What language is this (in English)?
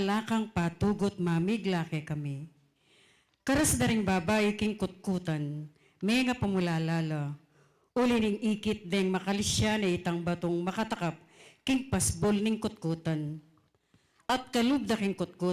Pampanga